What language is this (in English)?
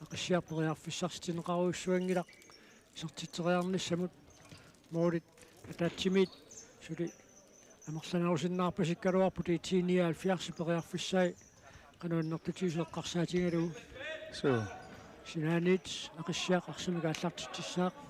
Kalaallisut